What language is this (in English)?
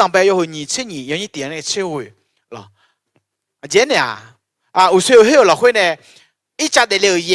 Akha